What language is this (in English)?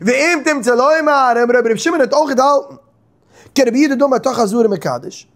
Yiddish